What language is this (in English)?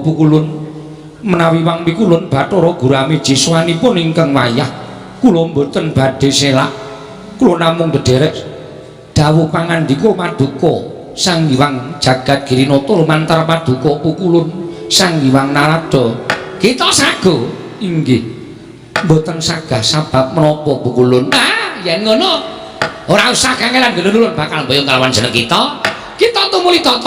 Javanese